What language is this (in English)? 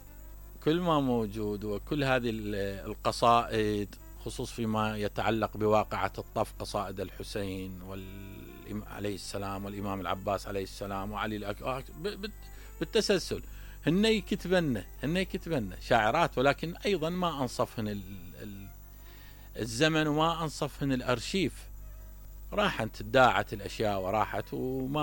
Mesopotamian Arabic